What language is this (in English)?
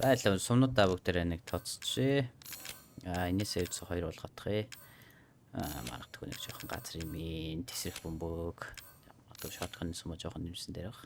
Mongolian